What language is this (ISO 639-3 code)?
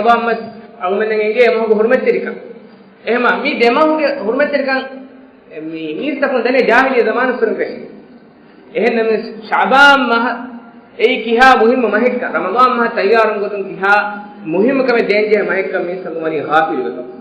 div